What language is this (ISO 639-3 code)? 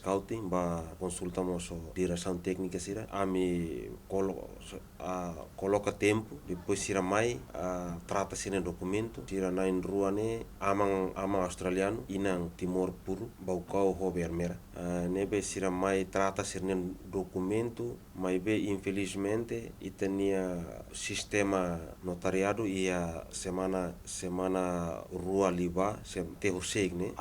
tet